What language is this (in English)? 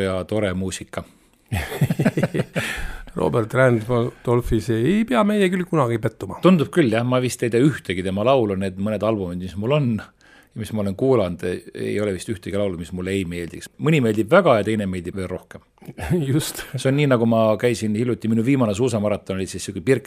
Estonian